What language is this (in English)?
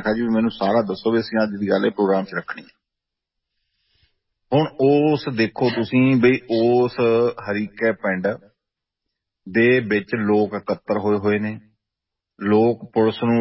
Punjabi